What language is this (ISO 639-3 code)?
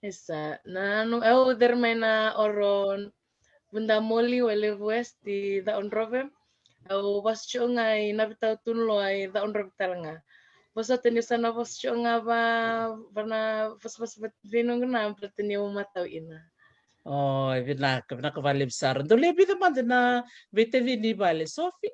fij